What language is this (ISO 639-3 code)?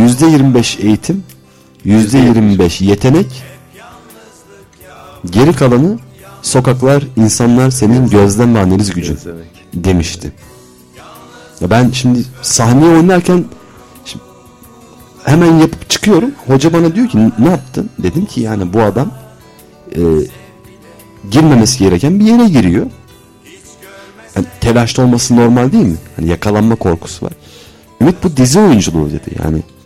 tur